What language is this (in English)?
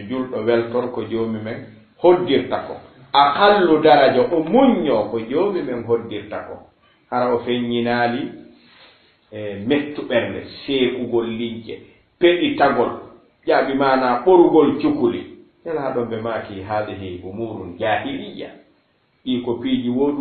Fula